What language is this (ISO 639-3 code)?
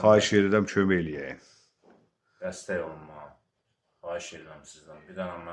aze